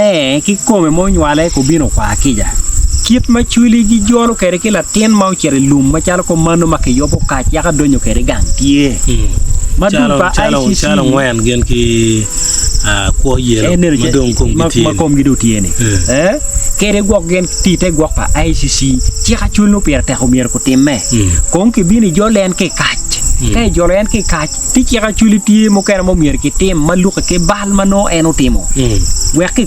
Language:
Acoli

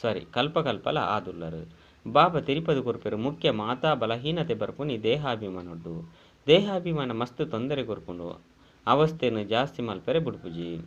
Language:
Tulu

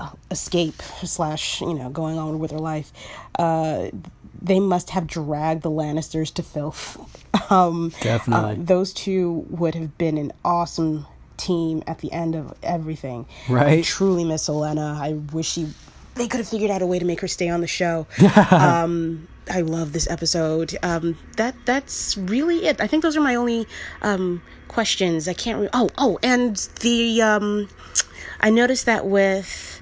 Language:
English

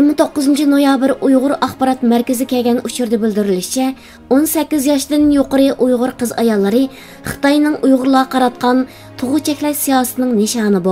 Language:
Uyghur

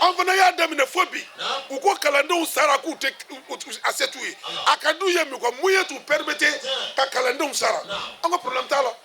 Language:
Bambara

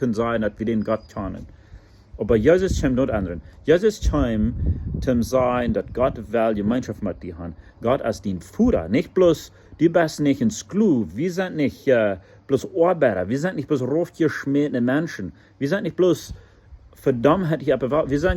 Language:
Plautdietsch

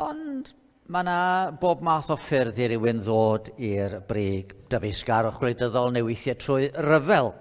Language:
Welsh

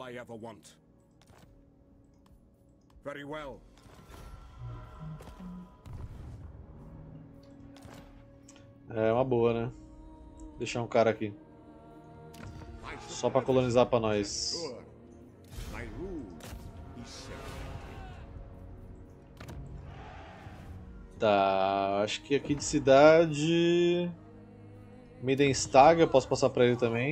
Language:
Portuguese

